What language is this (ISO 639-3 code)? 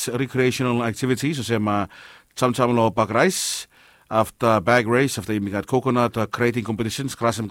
bis